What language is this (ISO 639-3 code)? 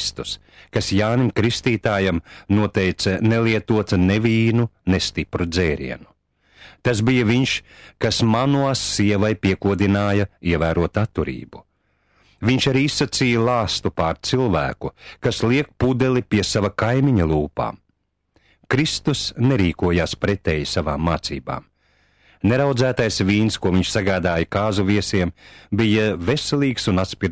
lav